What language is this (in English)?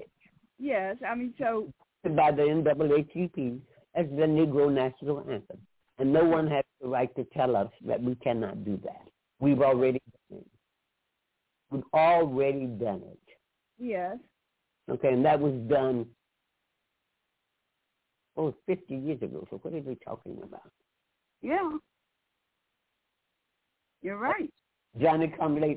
English